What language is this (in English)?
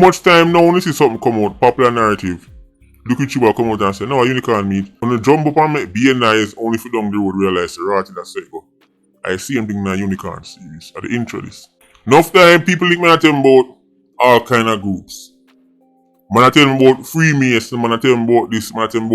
Jamaican Creole English